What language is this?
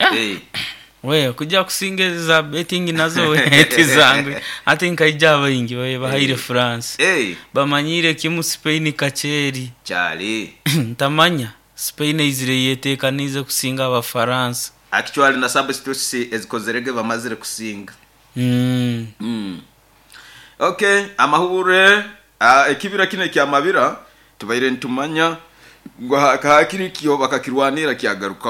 Nyoro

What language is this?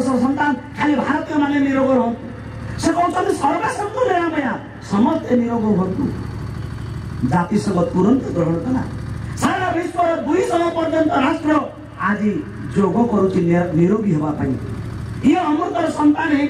Odia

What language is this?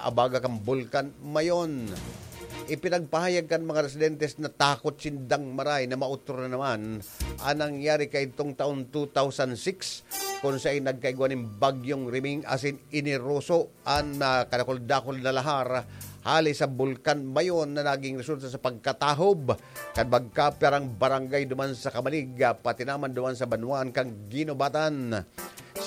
Bikol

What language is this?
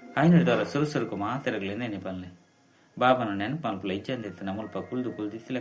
Tulu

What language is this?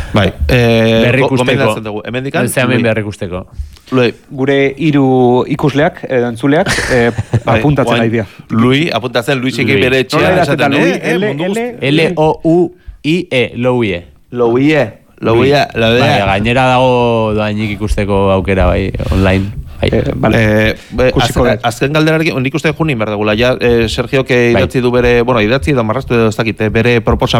Basque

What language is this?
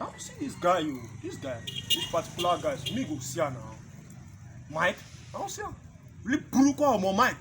Nigerian Pidgin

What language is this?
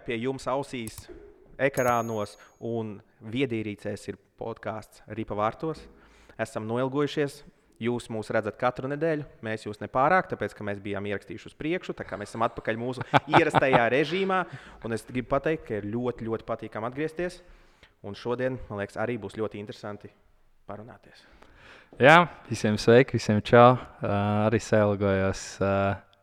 Latvian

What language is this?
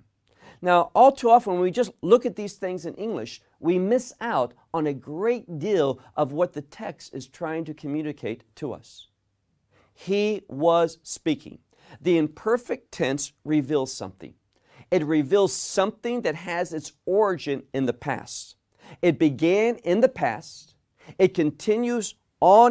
English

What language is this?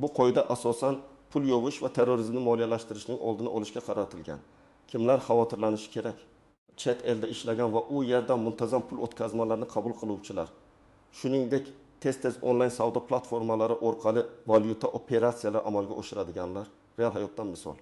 Uzbek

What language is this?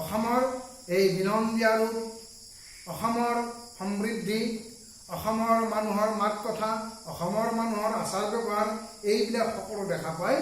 Assamese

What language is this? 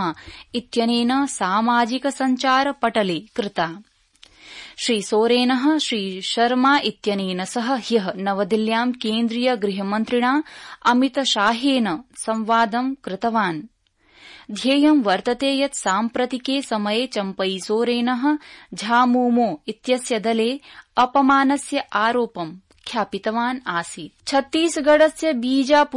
Sanskrit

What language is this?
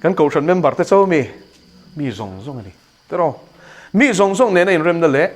Mizo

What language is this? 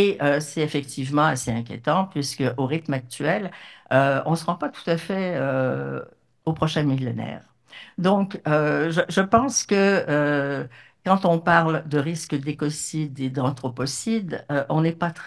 French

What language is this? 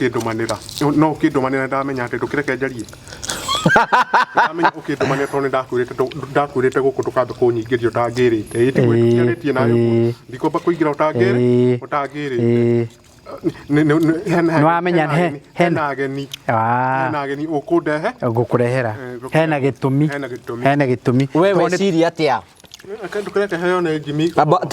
Kikuyu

